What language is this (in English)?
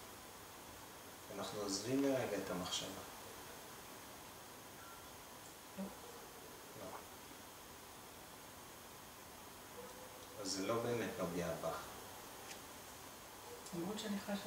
Hebrew